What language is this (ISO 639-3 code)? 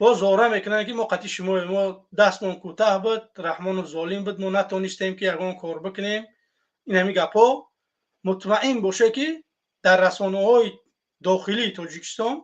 tgk